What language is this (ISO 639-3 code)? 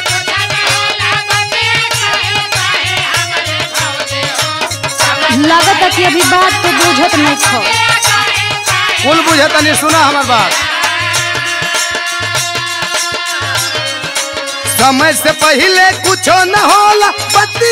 bho